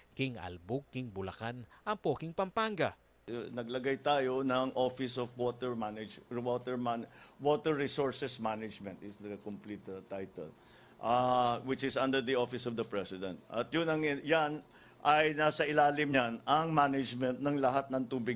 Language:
Pampanga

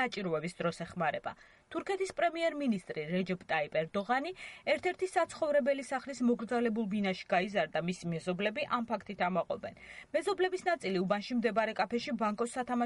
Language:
Georgian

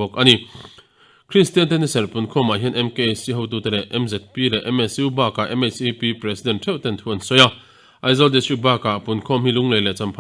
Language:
Mizo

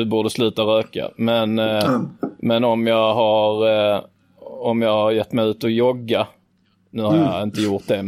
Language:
Swedish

